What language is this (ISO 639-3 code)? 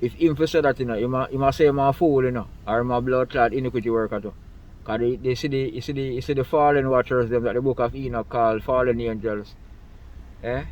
jam